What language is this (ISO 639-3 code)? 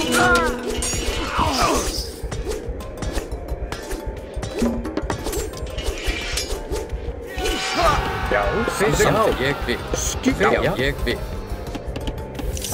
isl